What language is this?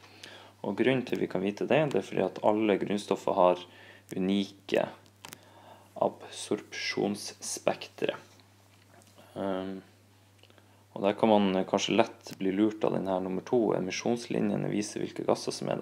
Norwegian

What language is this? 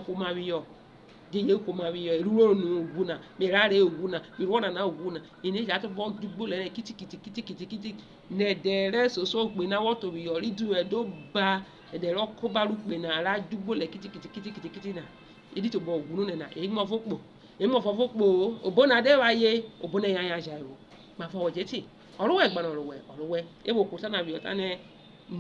Urhobo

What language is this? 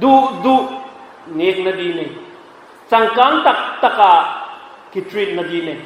Paite Chin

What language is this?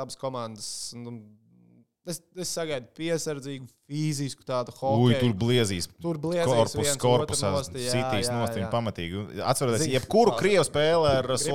Latvian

